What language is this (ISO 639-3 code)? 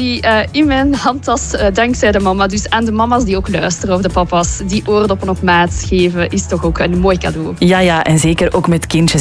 nld